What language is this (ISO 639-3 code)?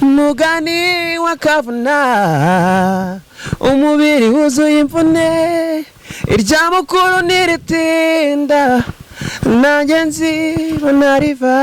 kin